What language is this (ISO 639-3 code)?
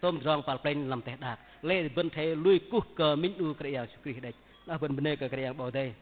bdq